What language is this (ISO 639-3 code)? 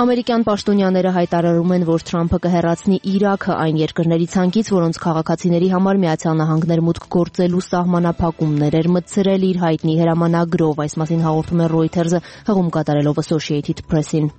hye